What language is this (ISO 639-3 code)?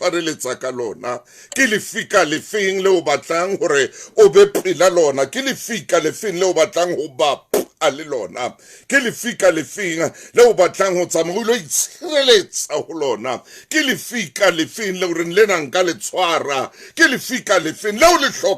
sot